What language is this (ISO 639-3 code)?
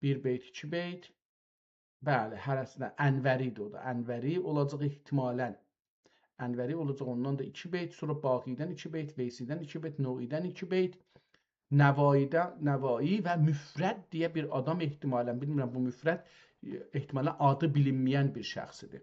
azb